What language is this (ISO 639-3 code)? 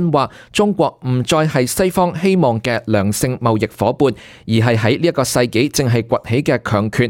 yue